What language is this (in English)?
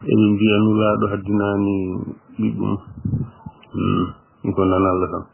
Fula